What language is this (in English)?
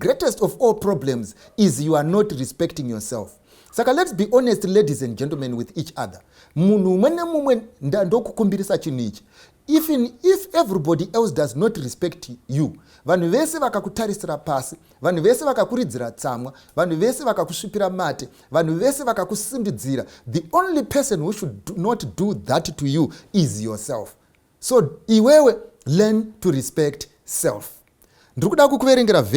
Shona